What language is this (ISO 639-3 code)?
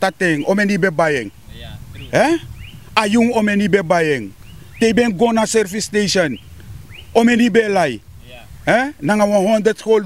srn